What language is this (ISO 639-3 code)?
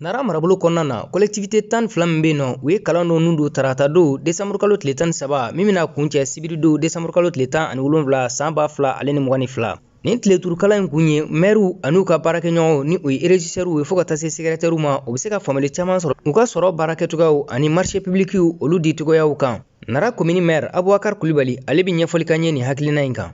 bam